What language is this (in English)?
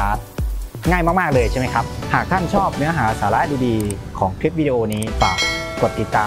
Thai